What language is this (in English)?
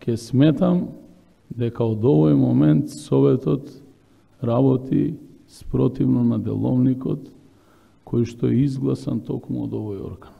Macedonian